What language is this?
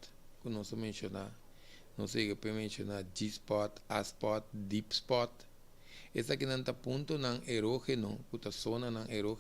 Papiamento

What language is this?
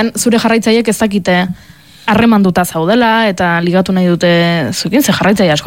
Basque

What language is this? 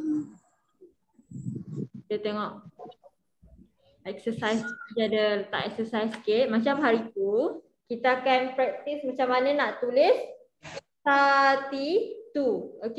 Malay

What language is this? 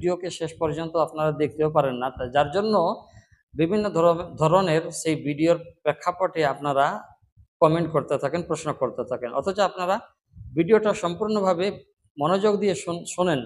Bangla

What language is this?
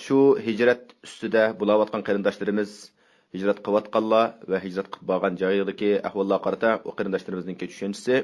Uyghur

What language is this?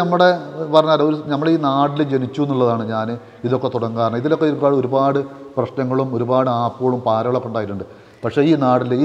Malayalam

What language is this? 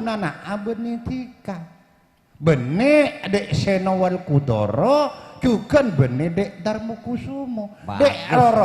Madurese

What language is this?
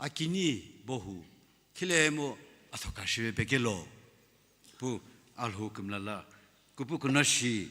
Sumi Naga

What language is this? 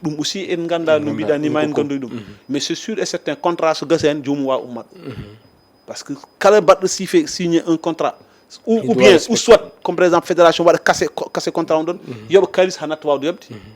Fula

